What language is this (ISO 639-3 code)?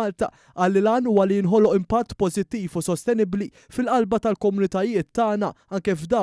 mlt